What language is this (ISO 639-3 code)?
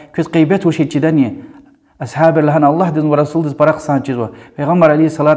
lez